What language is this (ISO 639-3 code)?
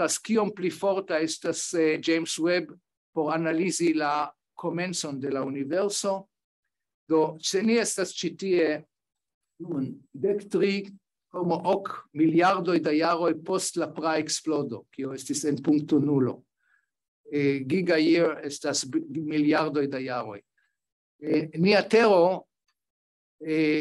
epo